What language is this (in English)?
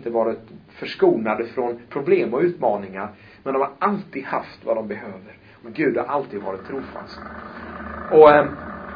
Swedish